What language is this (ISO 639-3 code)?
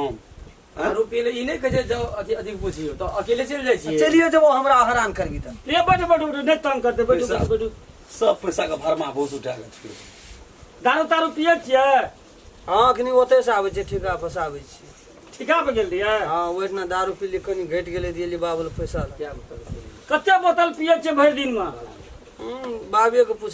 mai